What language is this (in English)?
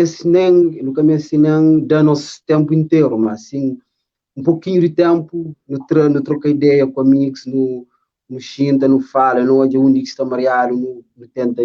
Kabuverdianu